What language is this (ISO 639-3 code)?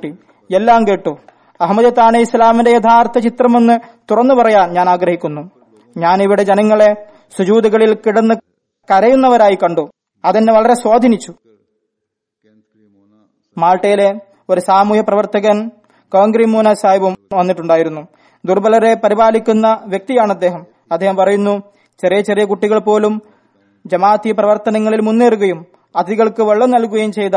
mal